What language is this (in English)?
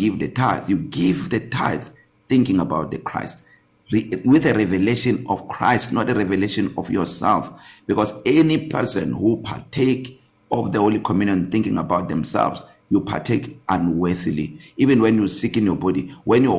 English